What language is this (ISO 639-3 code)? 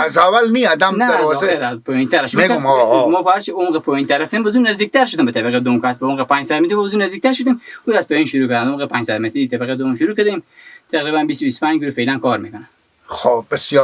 fas